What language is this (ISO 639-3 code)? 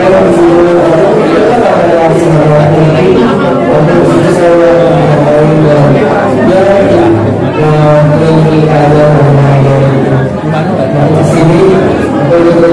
akb